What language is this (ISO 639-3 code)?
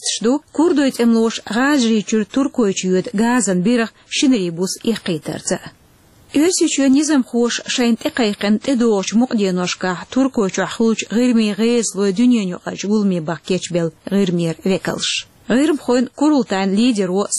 che